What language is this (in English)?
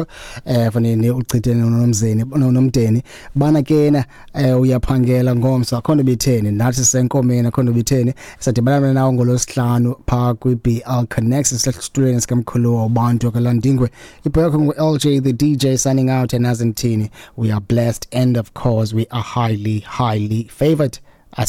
Xhosa